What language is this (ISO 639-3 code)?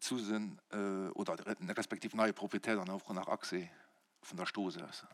ltz